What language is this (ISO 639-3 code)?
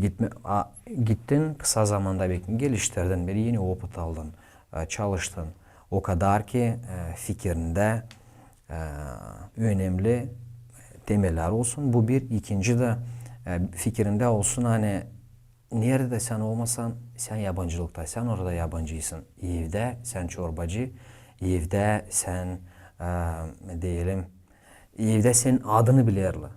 gag